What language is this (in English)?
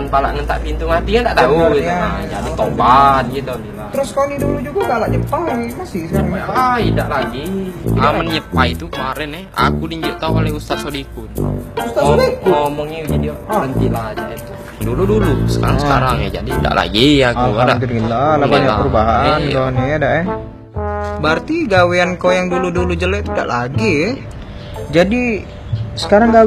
Musi